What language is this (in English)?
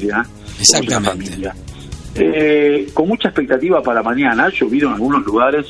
Spanish